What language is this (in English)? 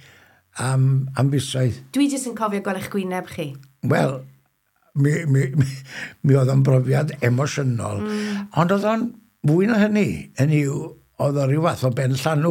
Welsh